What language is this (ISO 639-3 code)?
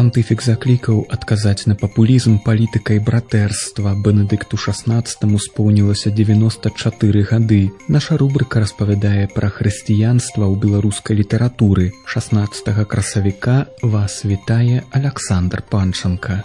bel